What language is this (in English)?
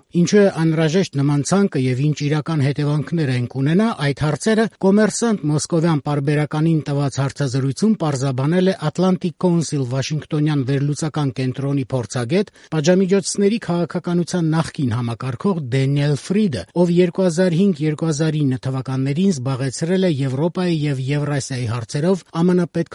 Armenian